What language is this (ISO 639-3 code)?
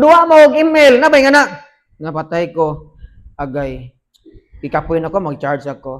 ceb